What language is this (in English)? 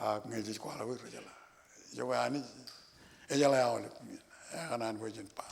Marshallese